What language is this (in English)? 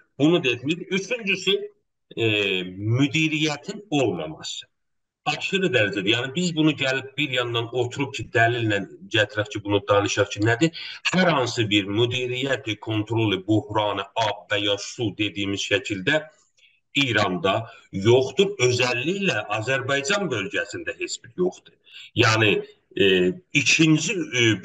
South Azerbaijani